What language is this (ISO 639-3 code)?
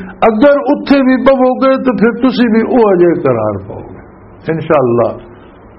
lah